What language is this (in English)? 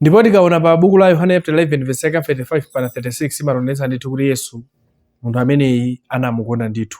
Nyanja